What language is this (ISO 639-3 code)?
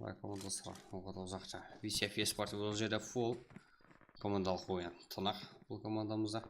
kaa